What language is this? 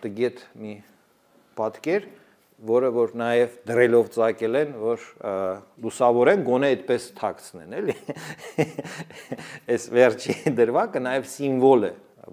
Armenian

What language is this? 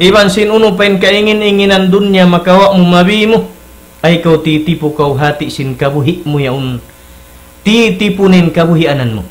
Tausug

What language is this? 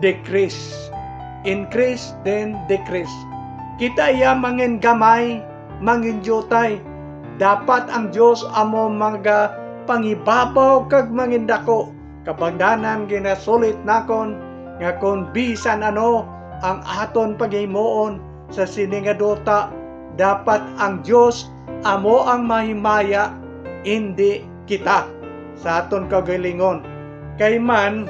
Hiligaynon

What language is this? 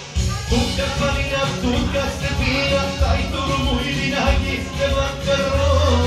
Bulgarian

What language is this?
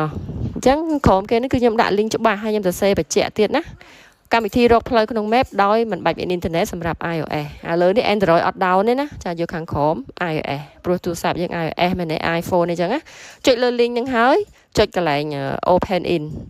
Khmer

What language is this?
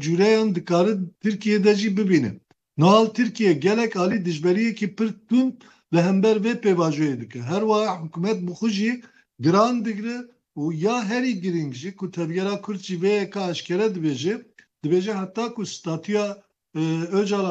Kurdish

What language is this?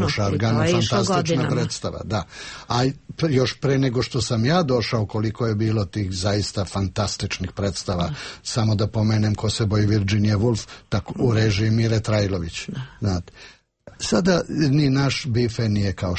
Serbian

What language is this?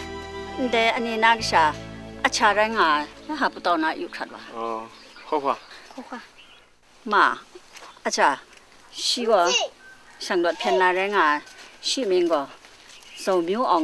Kachin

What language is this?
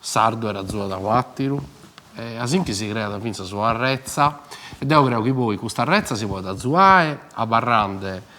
Sardinian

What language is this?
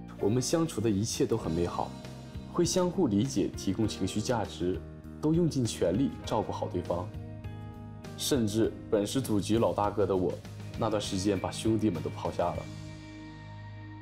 Chinese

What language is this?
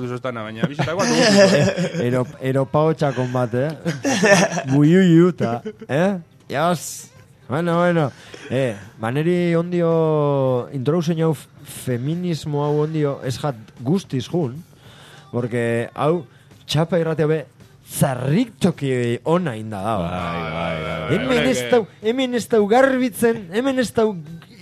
Basque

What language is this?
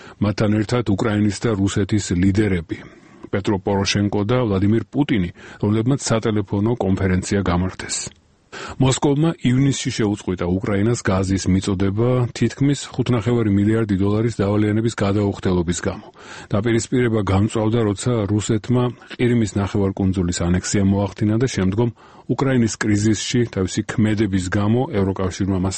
Georgian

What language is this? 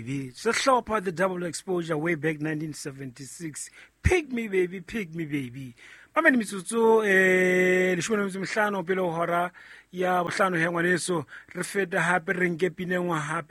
Southern Sotho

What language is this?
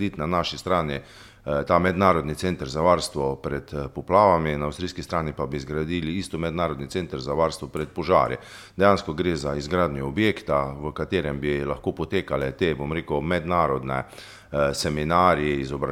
Slovenian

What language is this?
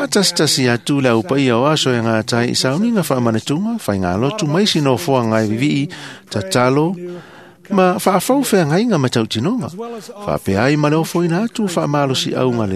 Samoan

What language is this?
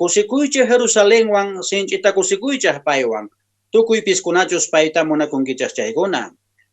Quechua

